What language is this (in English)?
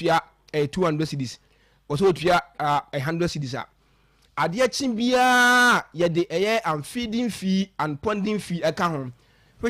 Akan